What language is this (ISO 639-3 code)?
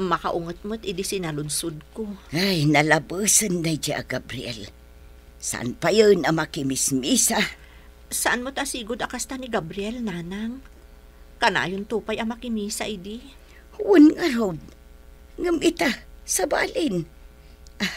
ilo